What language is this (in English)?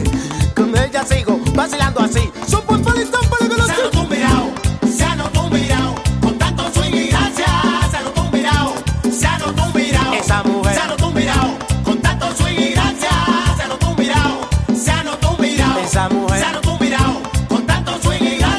Spanish